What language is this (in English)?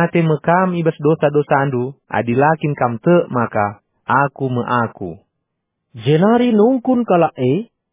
Batak Karo